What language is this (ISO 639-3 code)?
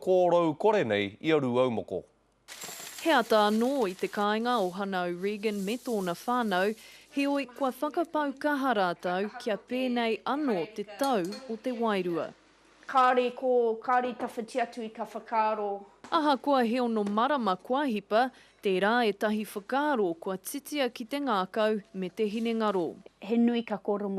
mri